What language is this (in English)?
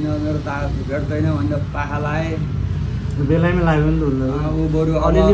Nepali